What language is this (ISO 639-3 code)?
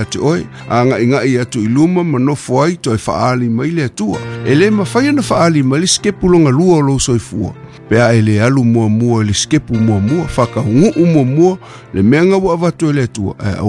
smo